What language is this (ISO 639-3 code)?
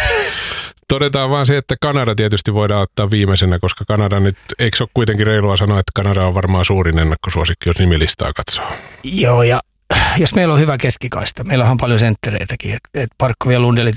fin